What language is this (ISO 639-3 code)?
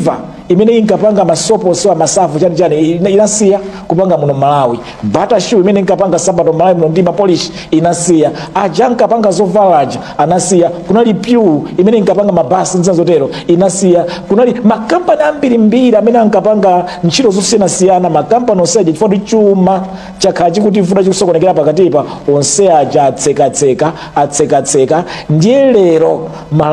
nya